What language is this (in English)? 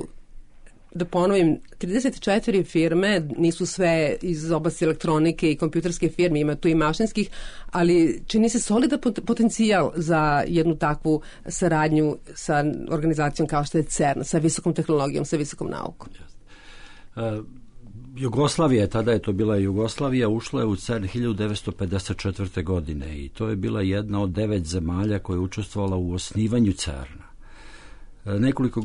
Serbian